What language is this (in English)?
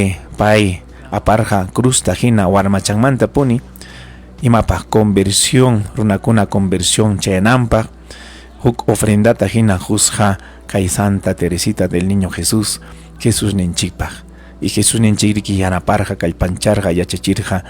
Ayacucho Quechua